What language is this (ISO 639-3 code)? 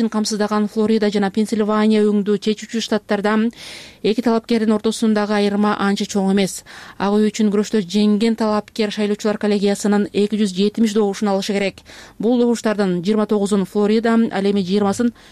kir